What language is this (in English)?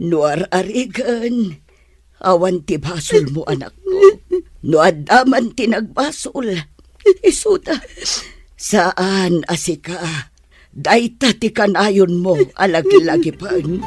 Iloko